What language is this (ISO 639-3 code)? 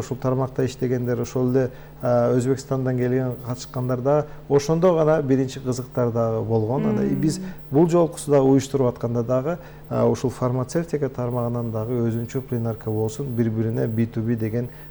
kir